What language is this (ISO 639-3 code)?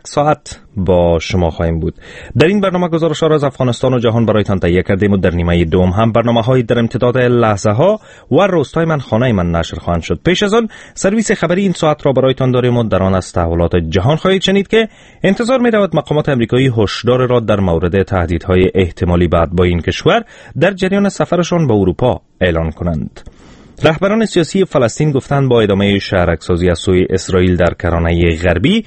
fas